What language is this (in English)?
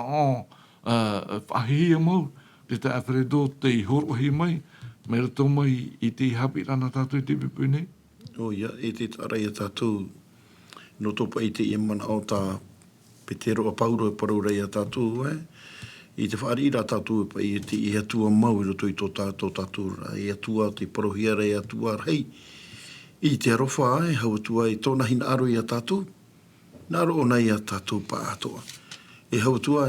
Tahitian